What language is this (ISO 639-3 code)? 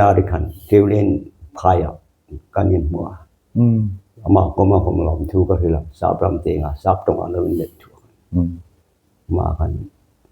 hmr